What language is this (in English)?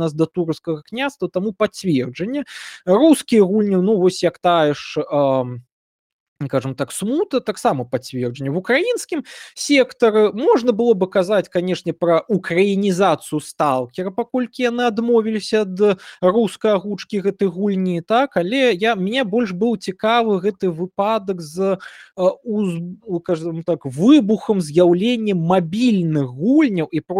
Belarusian